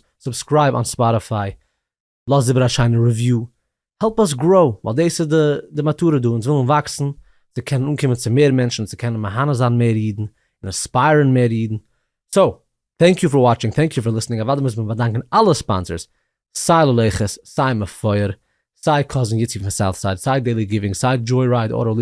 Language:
Yiddish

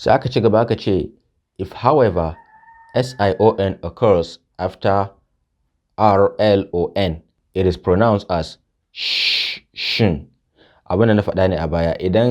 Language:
Hausa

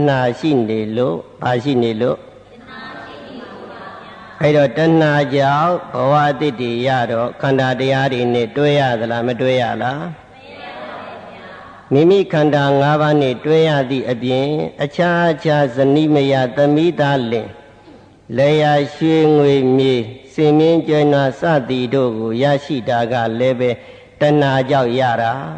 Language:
Burmese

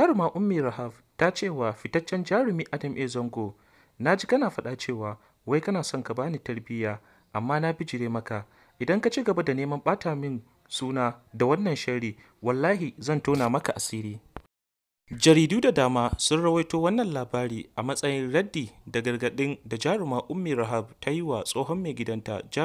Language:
Hausa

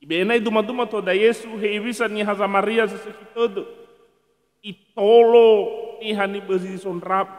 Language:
Nias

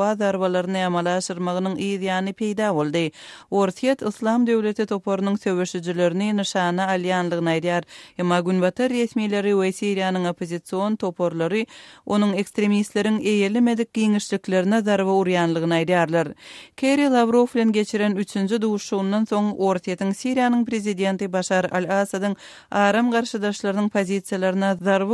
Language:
Turkmen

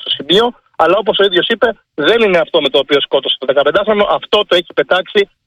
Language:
Greek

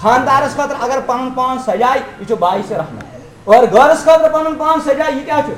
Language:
Kashmiri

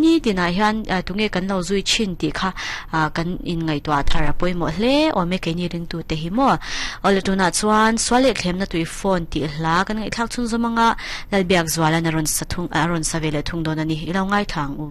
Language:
Mizo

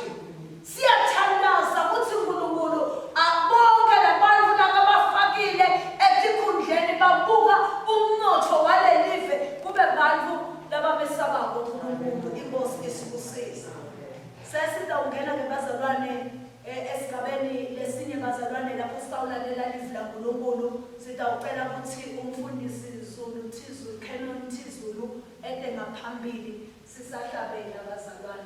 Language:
Swati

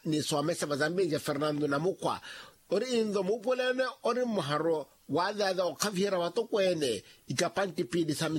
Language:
Makhuwa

